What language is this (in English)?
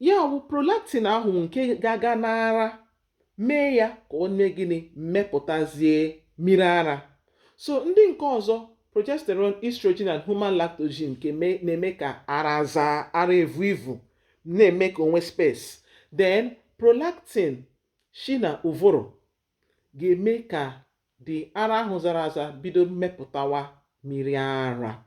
Igbo